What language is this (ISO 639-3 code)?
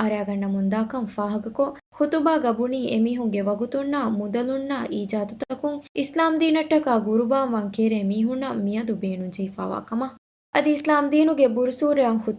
div